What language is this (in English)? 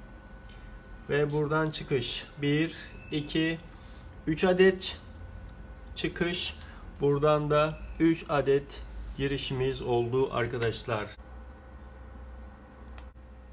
Turkish